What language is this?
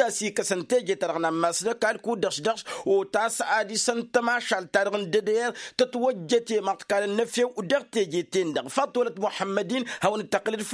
Tamasheq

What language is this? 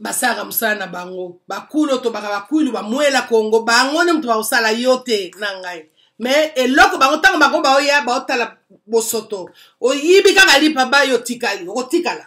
Lingala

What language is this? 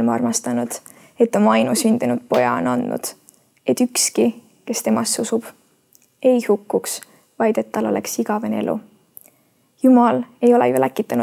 Estonian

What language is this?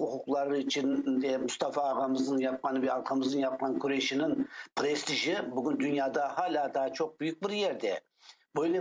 Crimean Tatar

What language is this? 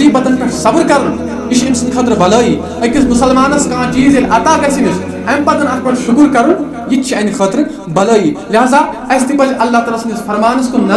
Kashmiri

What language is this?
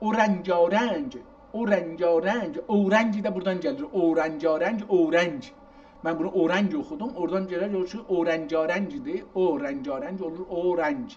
South Azerbaijani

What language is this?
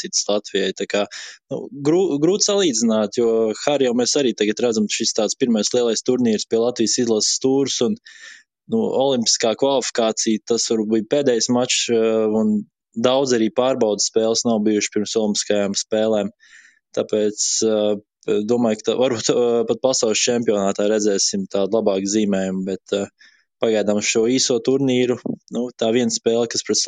Latvian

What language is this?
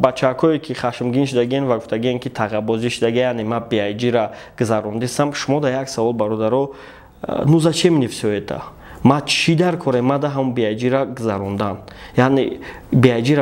Tajik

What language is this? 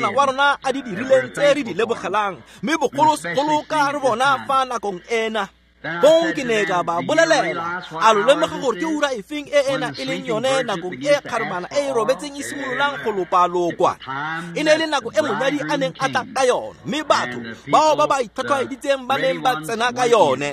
Tswana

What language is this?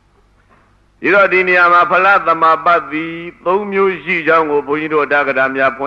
Burmese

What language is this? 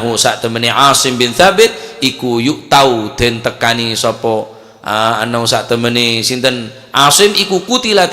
Madurese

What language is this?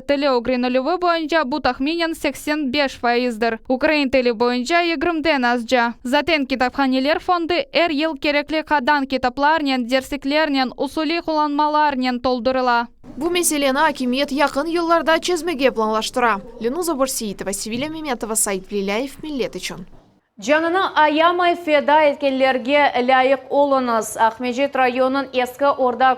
Crimean Tatar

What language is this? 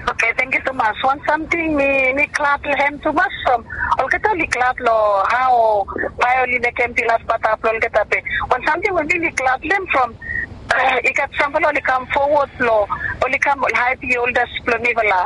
Bislama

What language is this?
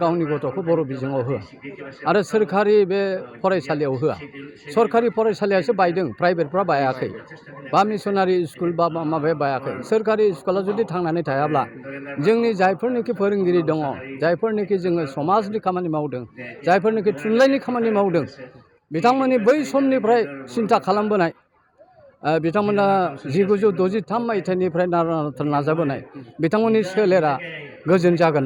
Bodo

